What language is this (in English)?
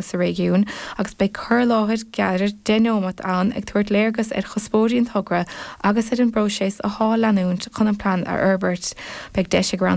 Irish